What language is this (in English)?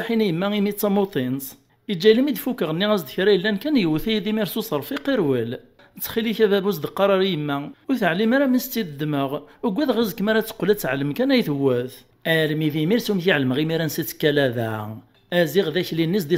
Kabyle